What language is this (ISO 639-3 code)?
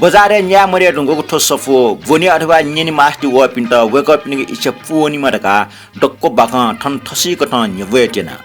new